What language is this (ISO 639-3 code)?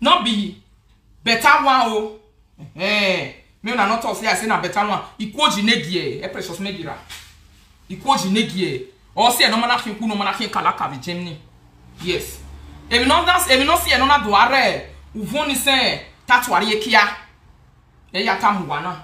pcm